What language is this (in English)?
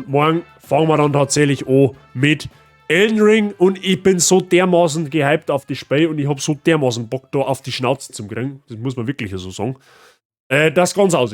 Bavarian